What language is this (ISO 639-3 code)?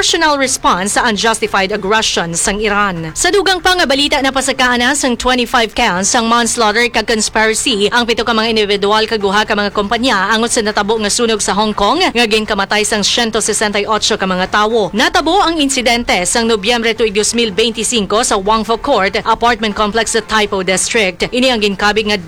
hil